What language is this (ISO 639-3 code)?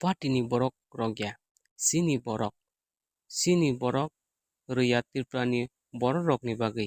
trp